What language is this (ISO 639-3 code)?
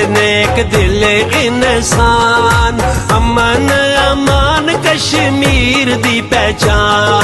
phr